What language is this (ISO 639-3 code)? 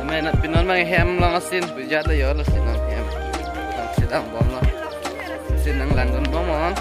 mjw